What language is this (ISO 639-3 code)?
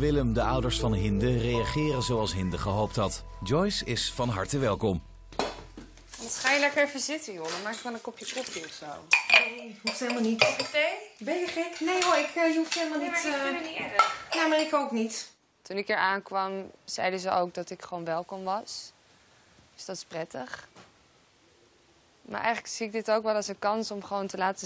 nld